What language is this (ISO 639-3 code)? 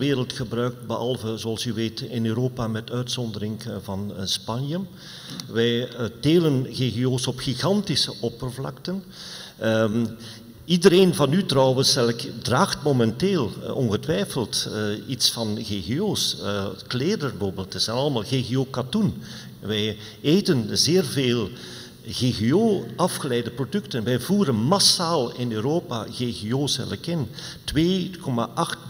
nld